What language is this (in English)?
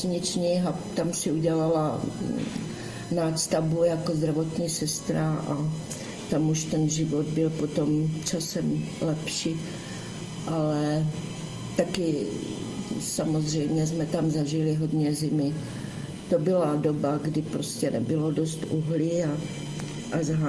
Czech